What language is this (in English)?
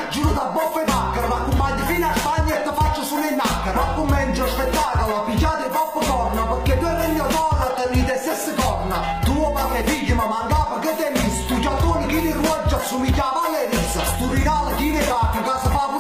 Neapolitan